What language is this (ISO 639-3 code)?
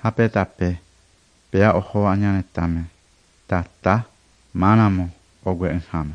grn